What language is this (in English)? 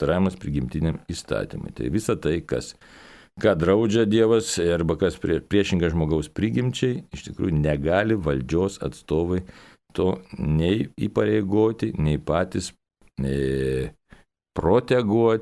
Lithuanian